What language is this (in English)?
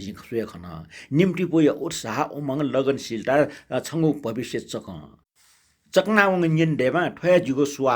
Newari